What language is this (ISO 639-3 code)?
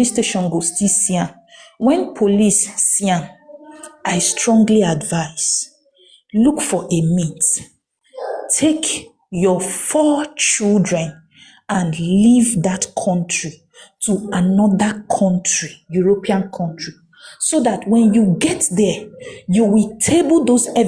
pcm